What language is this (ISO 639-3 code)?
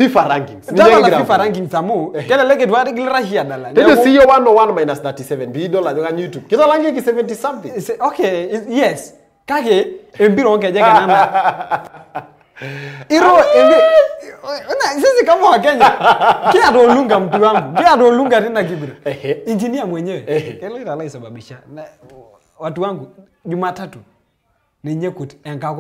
mas